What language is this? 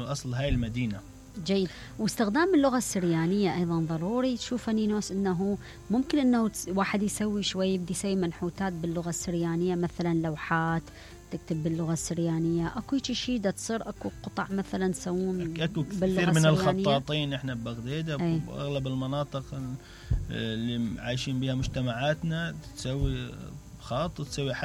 Mesopotamian Arabic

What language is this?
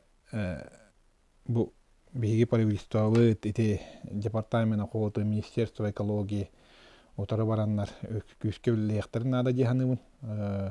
Yakut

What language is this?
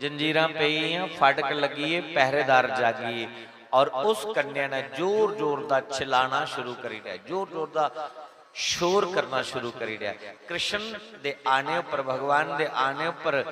Dogri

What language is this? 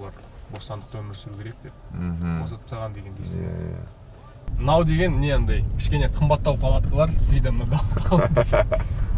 Kazakh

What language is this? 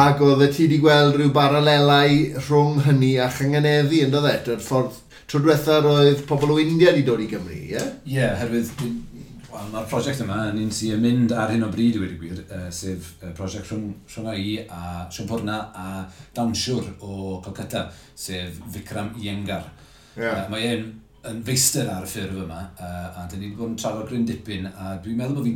Welsh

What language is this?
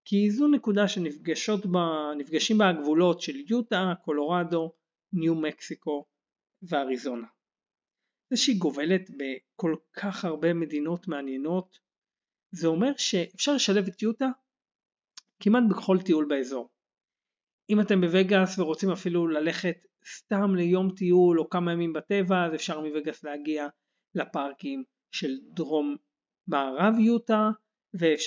Hebrew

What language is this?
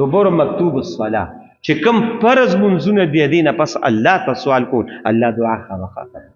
Pashto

